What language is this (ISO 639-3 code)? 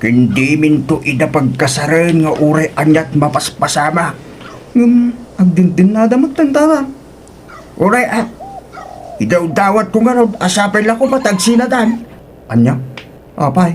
ilo